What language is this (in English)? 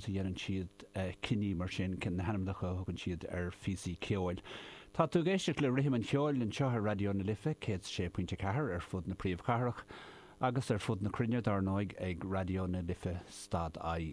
Irish